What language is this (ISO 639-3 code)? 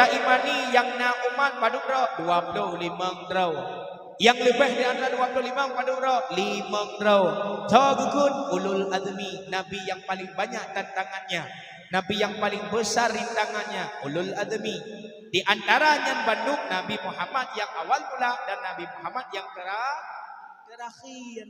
ace